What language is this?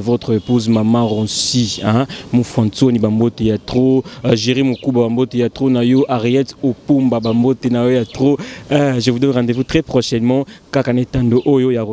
Lingala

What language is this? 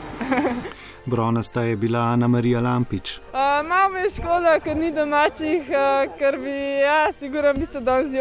Slovenian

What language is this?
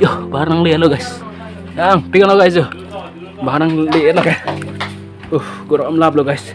Karbi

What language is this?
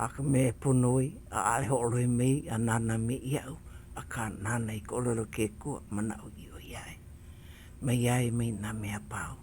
Hawaiian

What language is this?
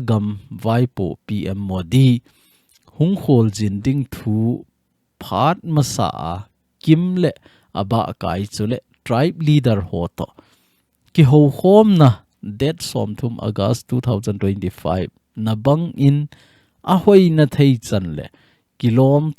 Thado Chin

